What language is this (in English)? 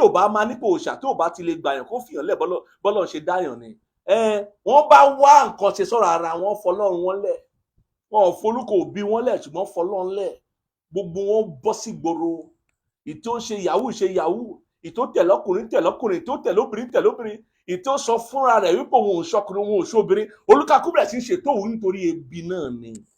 Yoruba